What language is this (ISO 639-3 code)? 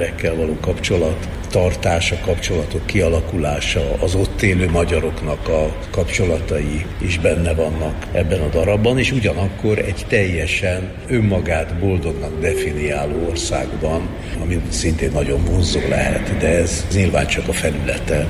hun